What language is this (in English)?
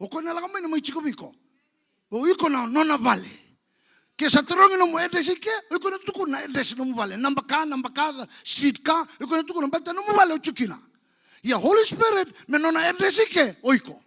Fijian